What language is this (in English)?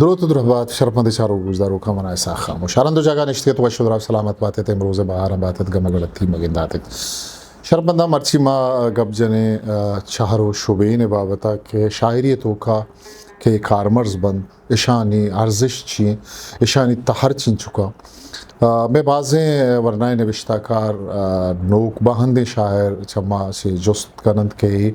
Eastern Balochi